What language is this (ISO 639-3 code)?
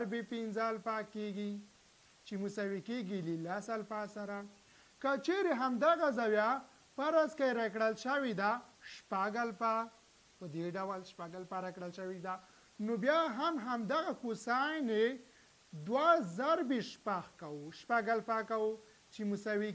pus